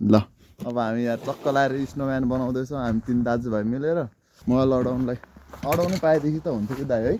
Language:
Nepali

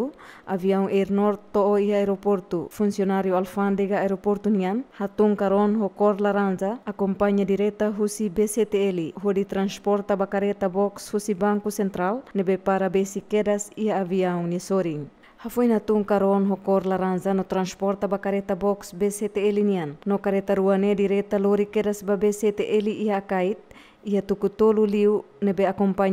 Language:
Tetum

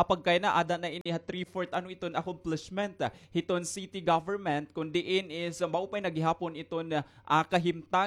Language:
Waray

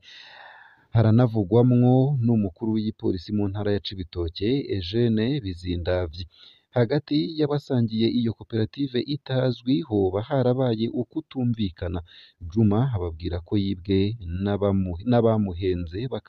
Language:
Rundi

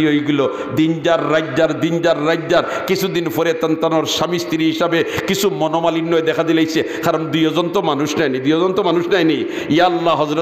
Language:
Sylheti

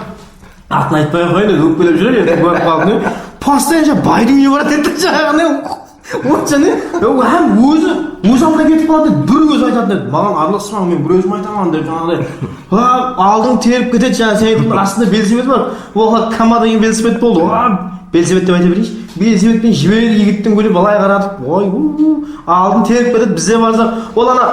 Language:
Kara-Kalpak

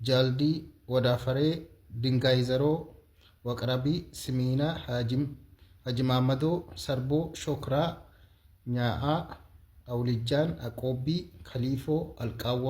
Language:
Amharic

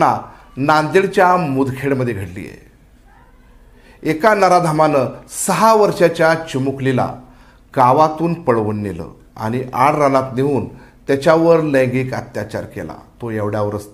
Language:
Marathi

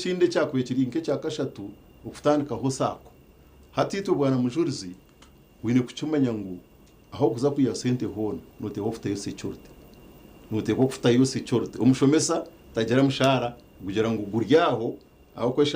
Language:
Nyankole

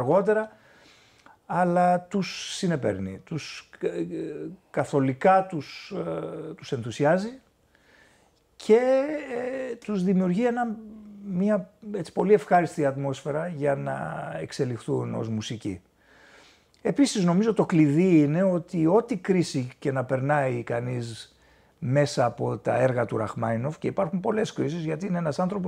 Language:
Greek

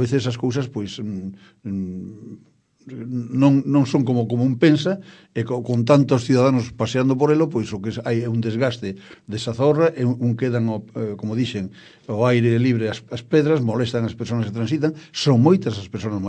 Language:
Galician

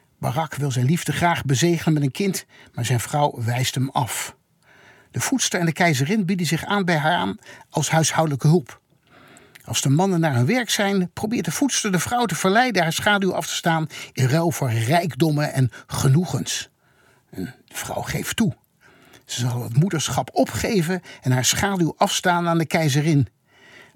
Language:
Dutch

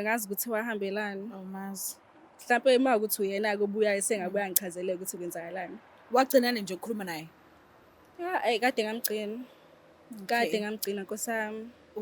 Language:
Zulu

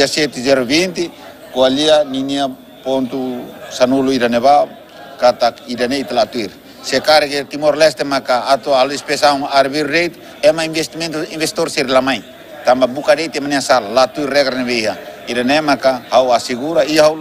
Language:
Tetum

